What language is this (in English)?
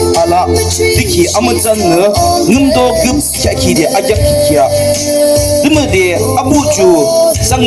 Yimchungru Naga